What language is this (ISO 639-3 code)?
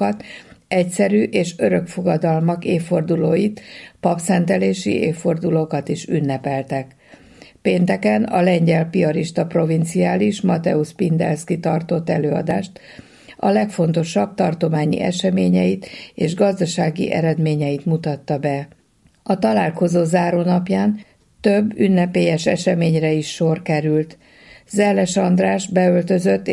hun